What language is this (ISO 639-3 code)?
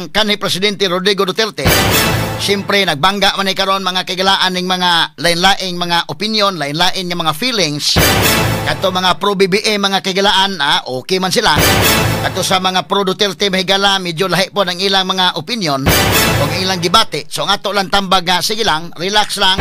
ceb